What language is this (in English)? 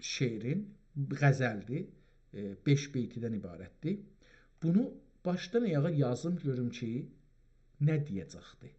South Azerbaijani